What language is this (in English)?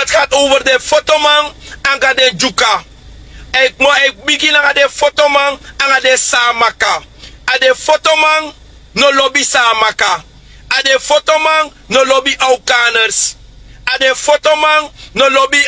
Sranan Tongo